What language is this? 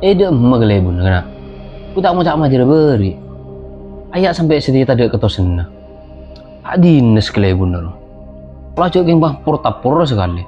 Madurese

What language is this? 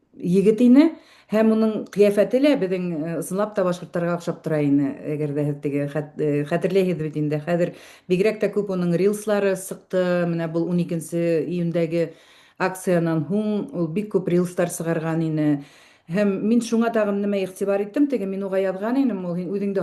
Bashkir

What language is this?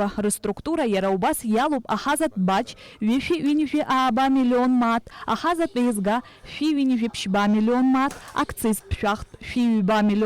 Abkhazian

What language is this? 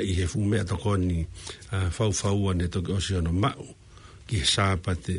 Tongan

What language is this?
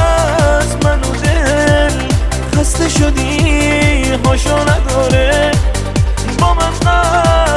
Persian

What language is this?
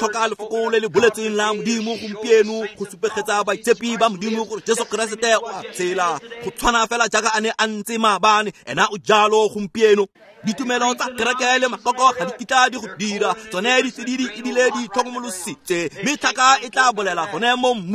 Tswana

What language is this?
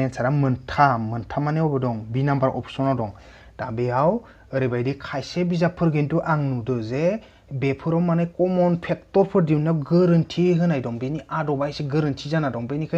Bodo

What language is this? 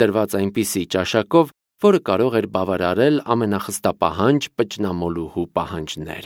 Armenian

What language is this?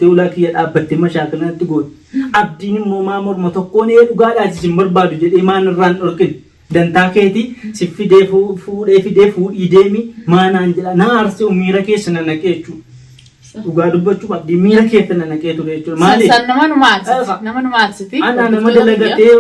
Oromo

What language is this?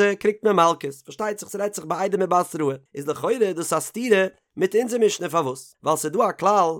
Yiddish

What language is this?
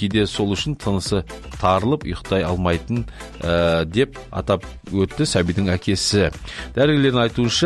Kazakh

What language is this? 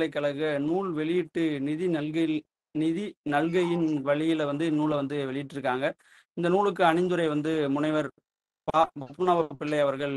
Tamil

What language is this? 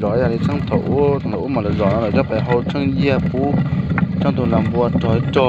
Hmong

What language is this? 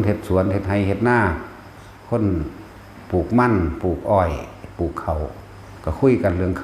Northeastern Thai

